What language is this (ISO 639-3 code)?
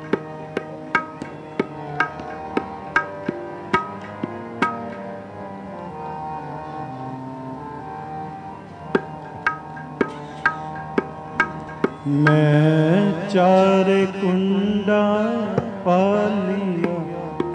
pan